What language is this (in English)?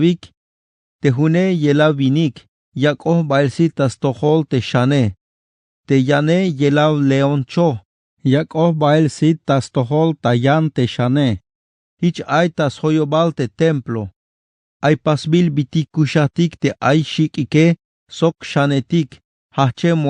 Tzeltal